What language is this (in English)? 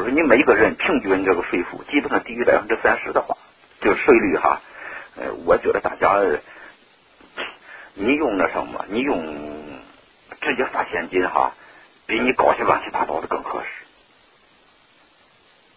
Chinese